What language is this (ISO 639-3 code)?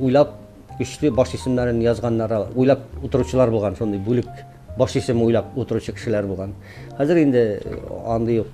tat